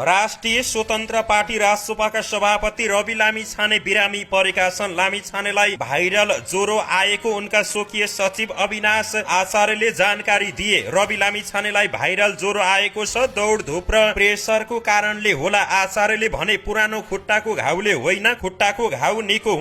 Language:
Nepali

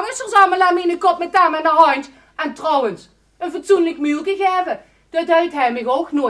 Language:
Limburgish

